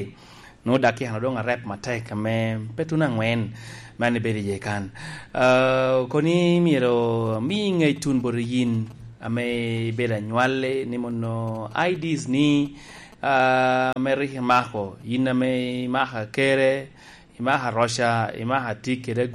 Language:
Lango (Uganda)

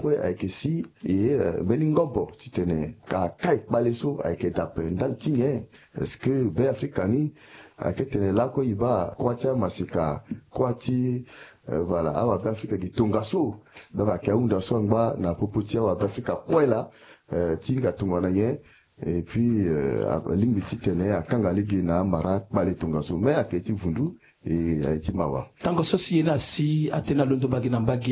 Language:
Sango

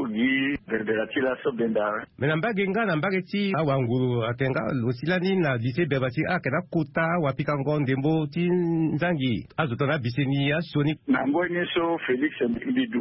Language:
Sango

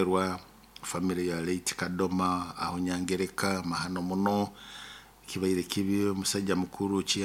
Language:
Nyoro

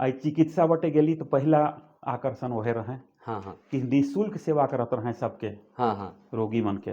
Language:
Sadri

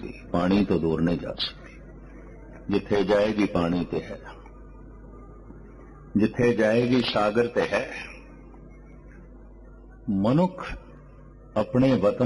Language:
Punjabi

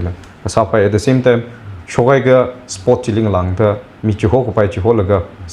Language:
Tangkhul Naga (India)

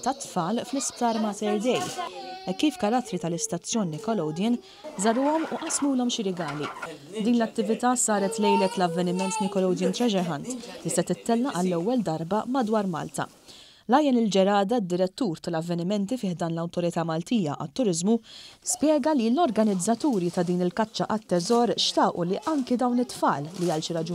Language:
Maltese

